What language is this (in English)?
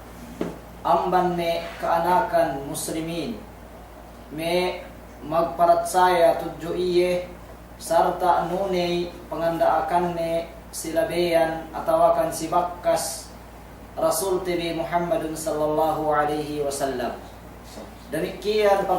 Yakan